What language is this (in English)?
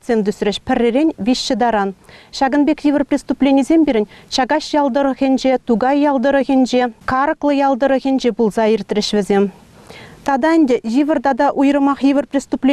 Chuvash